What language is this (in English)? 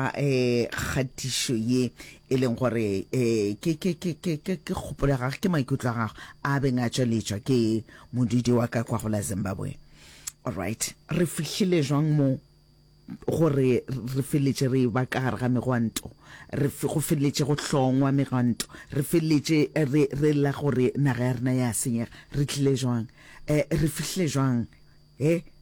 Northern Sotho